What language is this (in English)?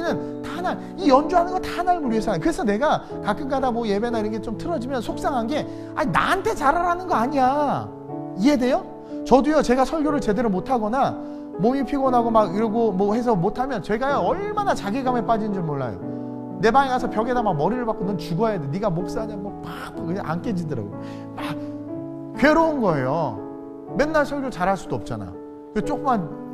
Korean